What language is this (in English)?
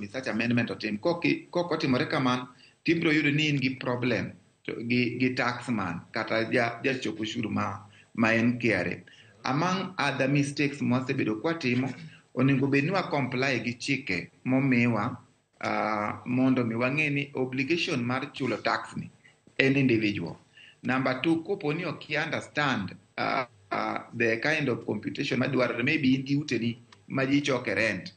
Luo (Kenya and Tanzania)